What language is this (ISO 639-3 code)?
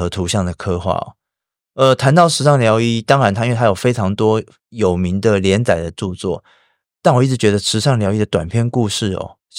zho